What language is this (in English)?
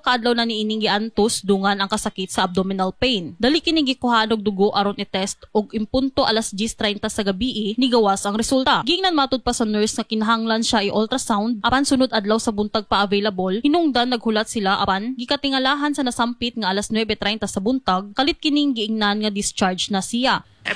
Cebuano